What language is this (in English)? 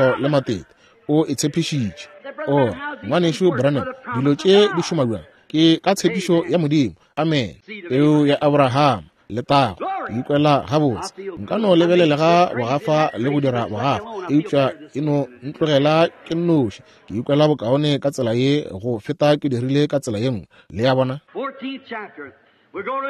Northern Sotho